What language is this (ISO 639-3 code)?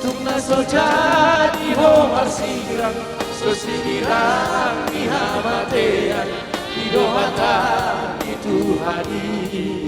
bbc